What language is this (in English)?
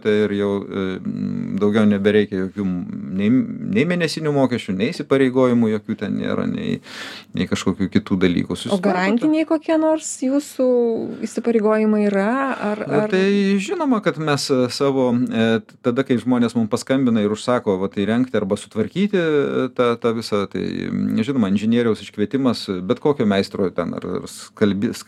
Lithuanian